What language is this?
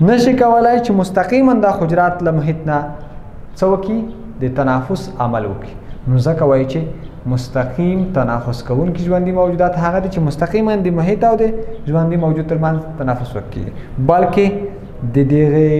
Pashto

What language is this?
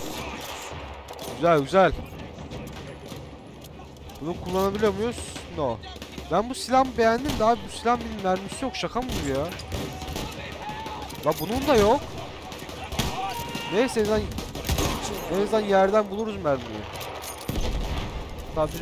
Turkish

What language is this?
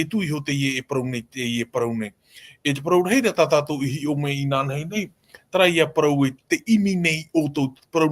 Tahitian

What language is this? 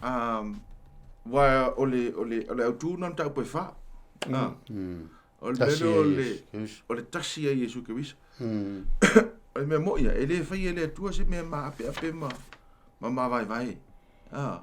Samoan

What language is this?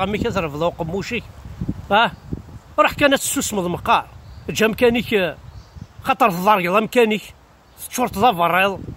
Kabyle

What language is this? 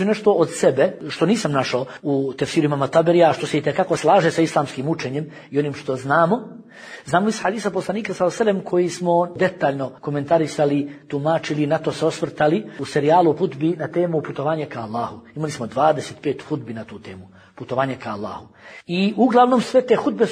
Bosnian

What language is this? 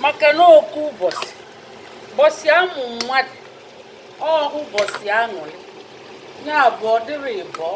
Igbo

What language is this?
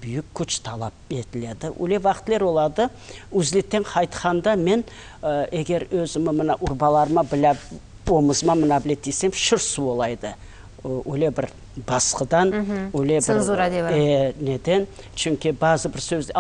Crimean Tatar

